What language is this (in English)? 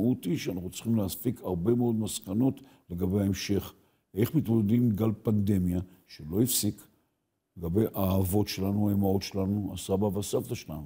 Hebrew